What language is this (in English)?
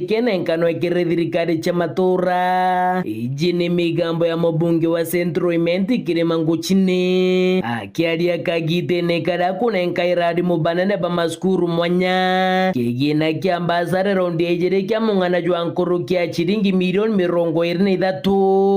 Meru